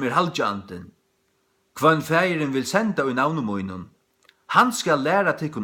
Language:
Faroese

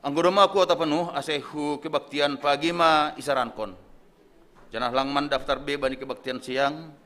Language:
Batak Simalungun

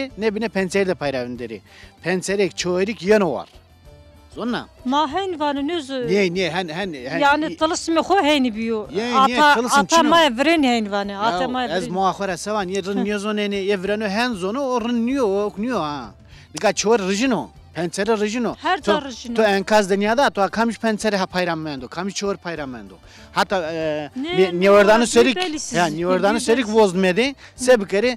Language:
Zaza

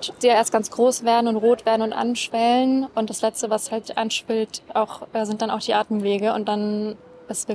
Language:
German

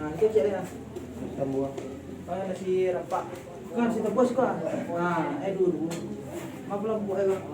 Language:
Minangkabau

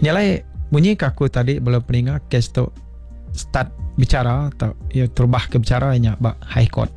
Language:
Iban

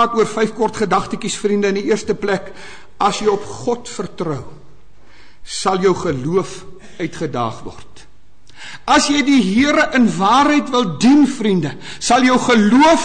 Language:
Afrikaans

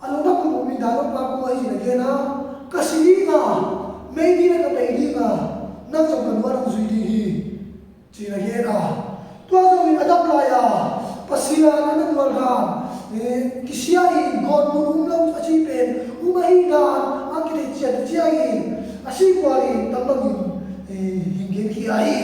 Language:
Tedim Chin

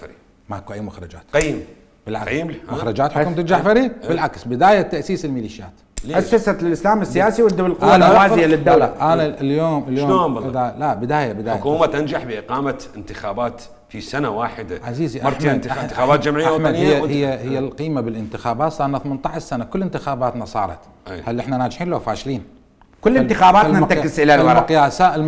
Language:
Mesopotamian Arabic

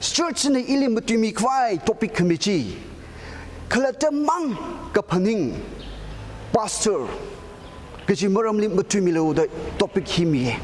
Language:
Tangkhul Naga (India)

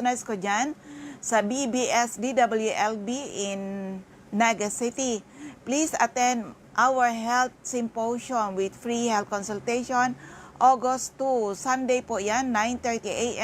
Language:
Bikol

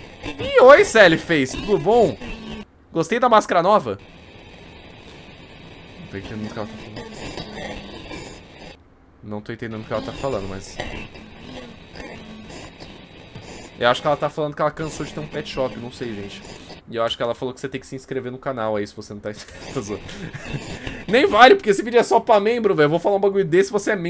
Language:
Portuguese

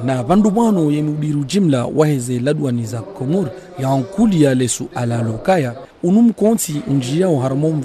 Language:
Ngazidja Comorian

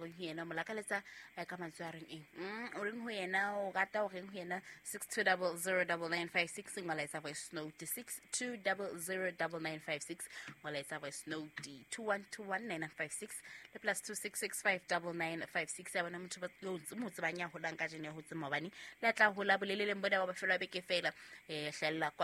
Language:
Southern Sotho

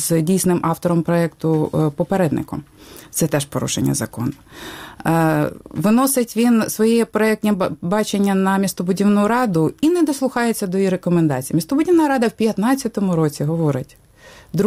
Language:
Ukrainian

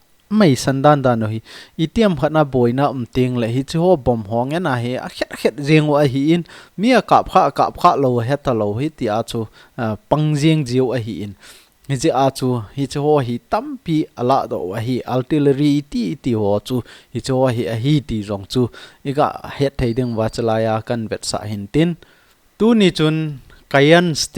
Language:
Thado Chin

